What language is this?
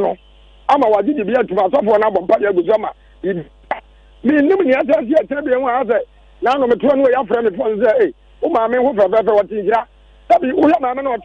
Akan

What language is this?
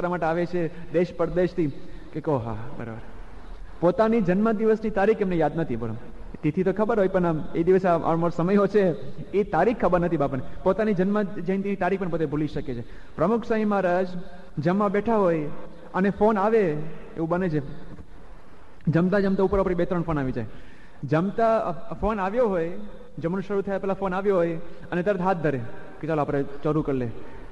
Gujarati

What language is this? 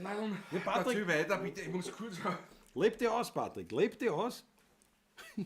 Bavarian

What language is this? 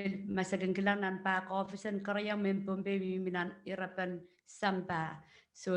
Pohnpeian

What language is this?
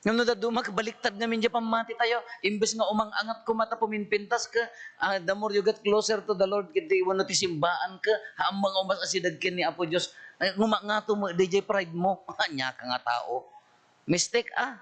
Iloko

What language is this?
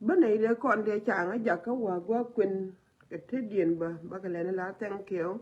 Nuer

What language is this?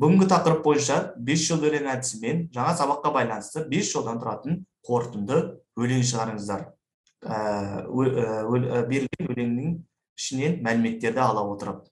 Kazakh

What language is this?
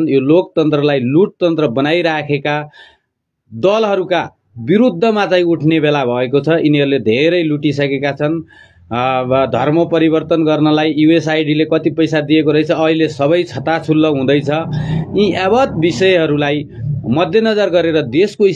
Nepali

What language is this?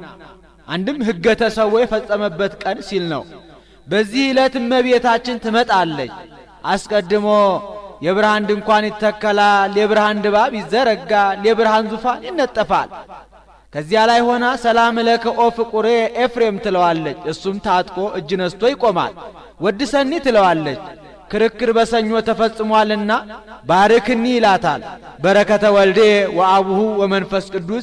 Amharic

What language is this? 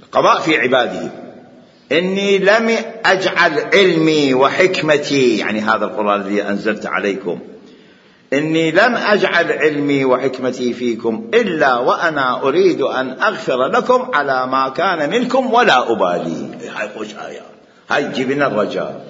Mesopotamian Arabic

